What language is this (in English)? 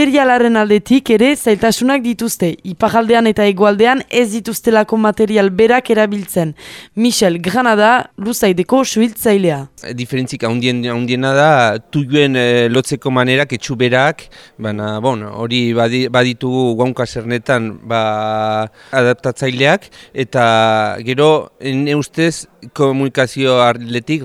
Basque